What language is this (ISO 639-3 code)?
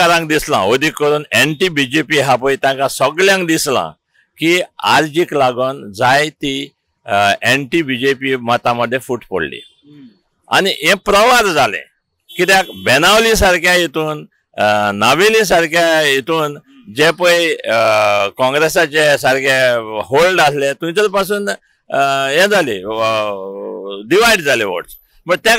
kok